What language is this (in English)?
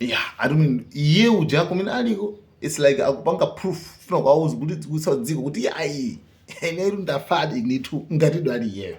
Nyanja